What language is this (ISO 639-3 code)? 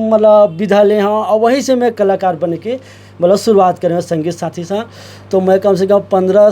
hne